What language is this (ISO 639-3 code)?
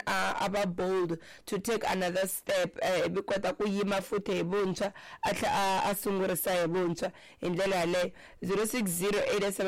tso